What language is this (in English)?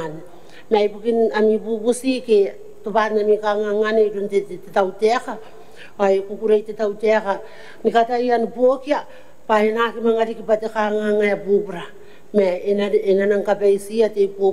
Gilbertese